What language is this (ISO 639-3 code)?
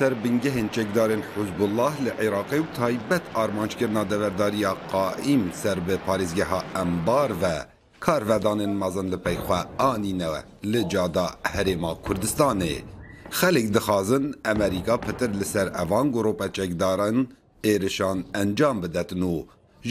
kur